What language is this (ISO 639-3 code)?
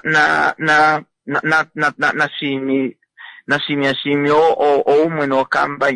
kua